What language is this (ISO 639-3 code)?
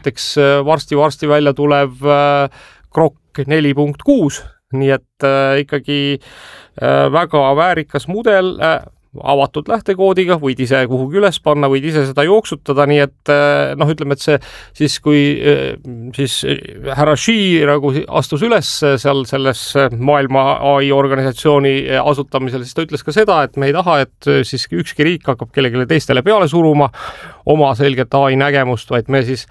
est